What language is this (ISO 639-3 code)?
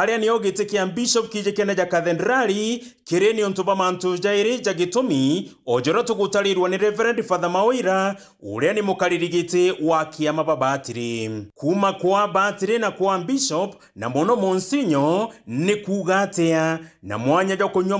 mer